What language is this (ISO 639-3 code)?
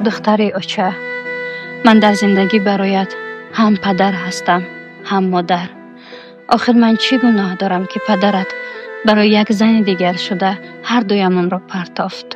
tgk